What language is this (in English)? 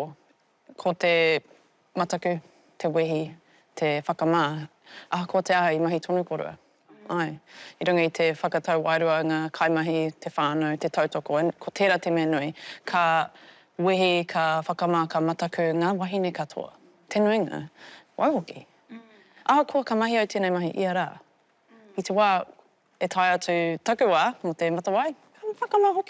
Māori